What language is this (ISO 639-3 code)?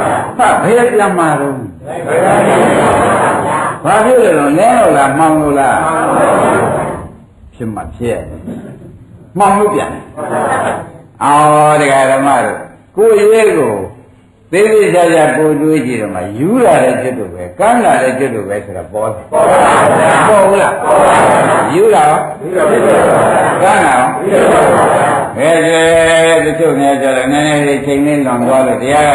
mya